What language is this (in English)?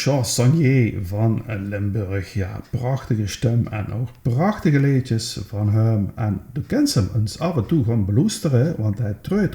Limburgish